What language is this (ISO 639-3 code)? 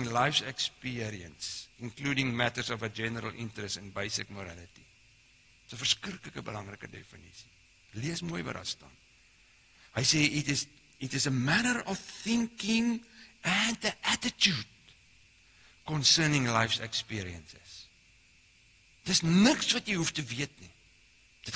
afr